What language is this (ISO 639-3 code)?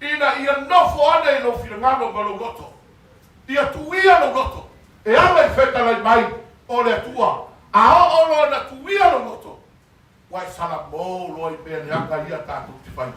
smo